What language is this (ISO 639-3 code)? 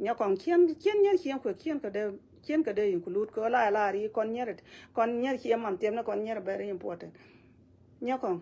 nus